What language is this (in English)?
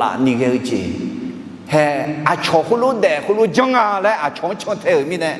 Akha